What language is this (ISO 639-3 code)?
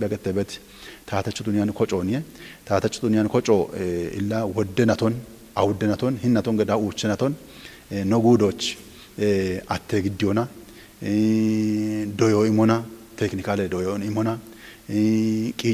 kbr